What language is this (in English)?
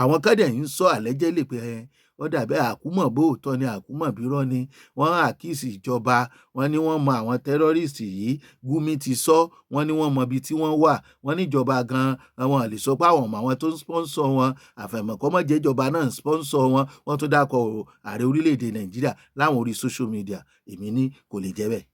Yoruba